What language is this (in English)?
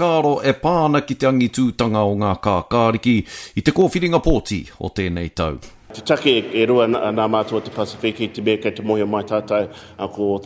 Māori